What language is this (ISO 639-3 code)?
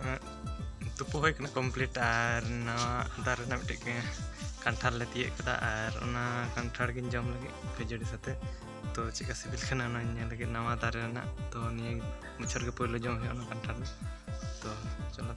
sat